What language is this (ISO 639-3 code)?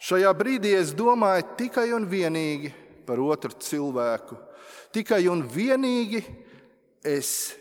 lav